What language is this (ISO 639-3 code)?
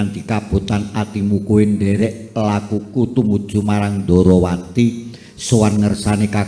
jav